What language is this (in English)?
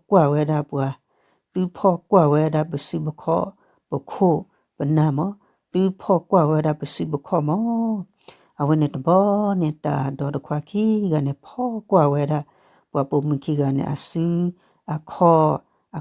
S'gaw Karen